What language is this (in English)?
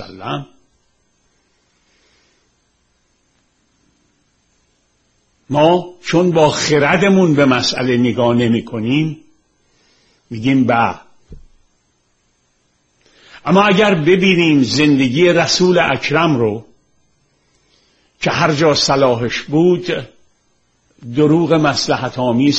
Persian